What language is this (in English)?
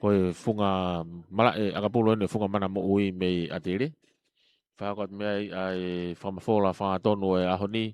Tongan